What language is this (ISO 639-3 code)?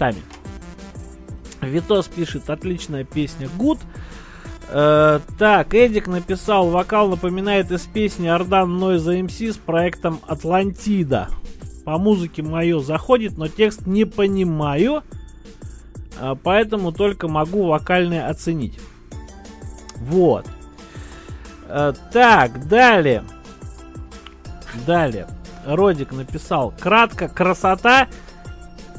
rus